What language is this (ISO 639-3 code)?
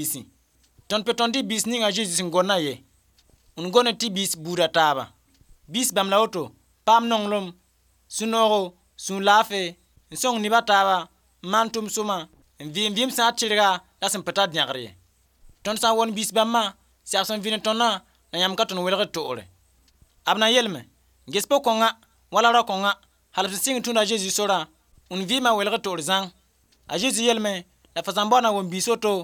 mos